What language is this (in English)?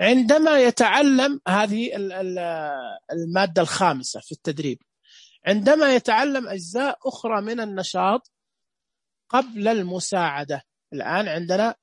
Najdi Arabic